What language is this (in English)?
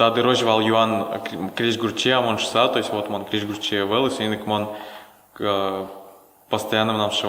Udmurt